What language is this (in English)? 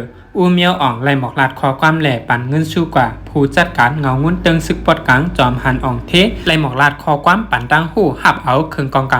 Shan